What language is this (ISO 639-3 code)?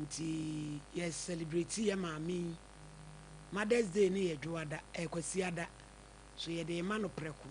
aka